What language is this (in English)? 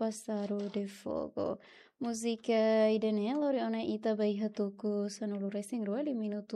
Tetum